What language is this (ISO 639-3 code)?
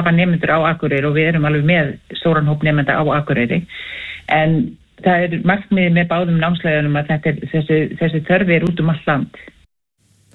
isl